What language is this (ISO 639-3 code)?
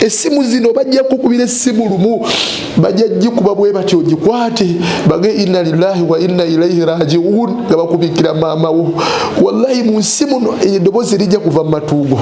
lug